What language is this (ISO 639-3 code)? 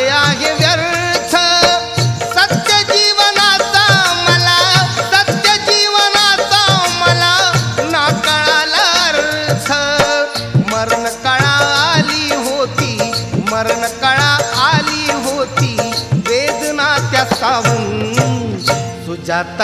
mar